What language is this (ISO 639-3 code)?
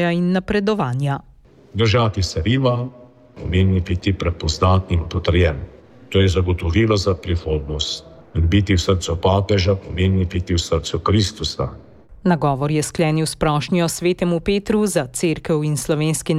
slv